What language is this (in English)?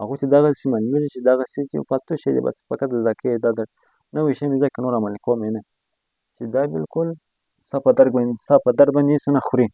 Pashto